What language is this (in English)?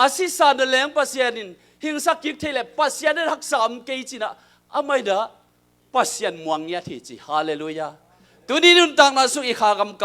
Tedim Chin